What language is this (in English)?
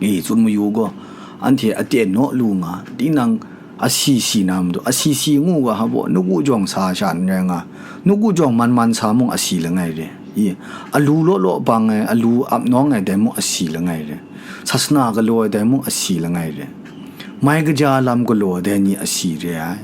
Kachin